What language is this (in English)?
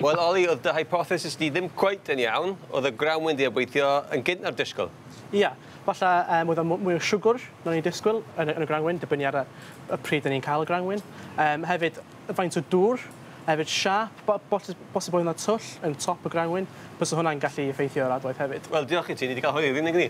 Welsh